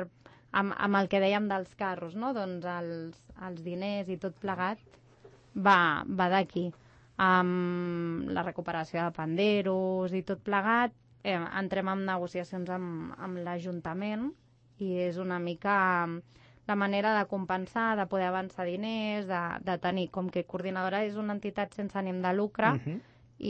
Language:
Catalan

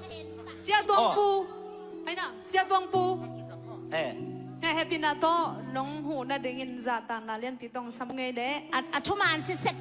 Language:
Tedim Chin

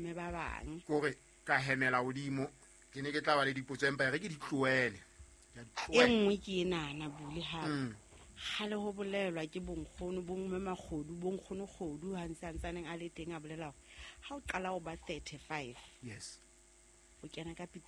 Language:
Southern Sotho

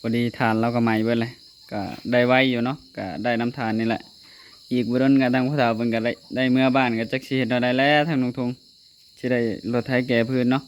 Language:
Northeastern Thai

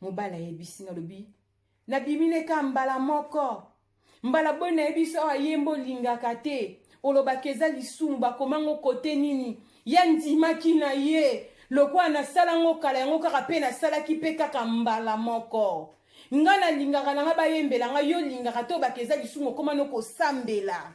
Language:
Lingala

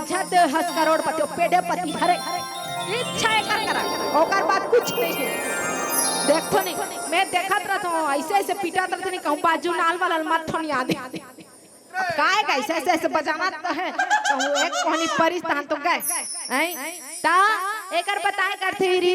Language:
Chhattisgarhi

